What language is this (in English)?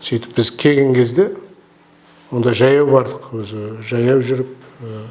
Kazakh